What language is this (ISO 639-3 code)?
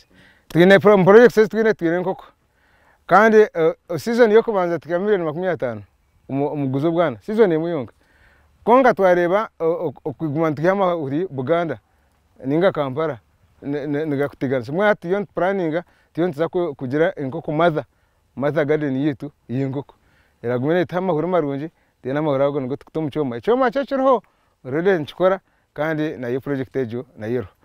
nyn